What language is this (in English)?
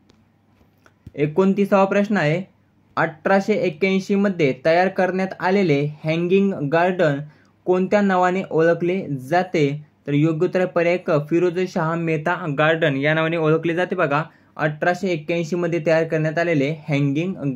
Marathi